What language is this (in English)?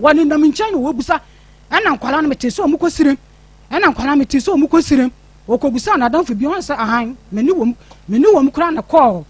Akan